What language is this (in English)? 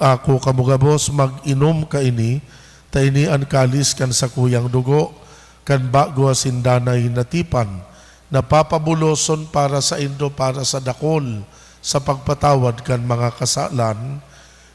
Bikol